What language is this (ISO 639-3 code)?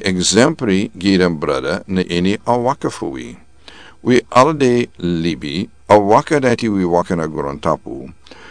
srn